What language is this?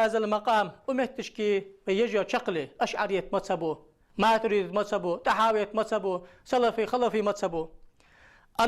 Ingush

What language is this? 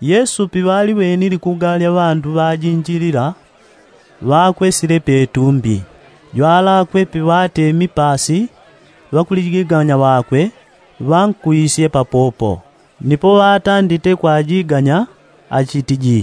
Yao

